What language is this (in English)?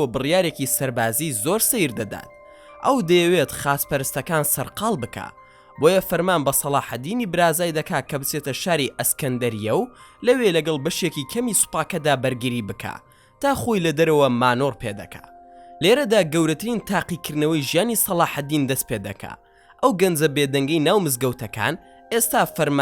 Central Kurdish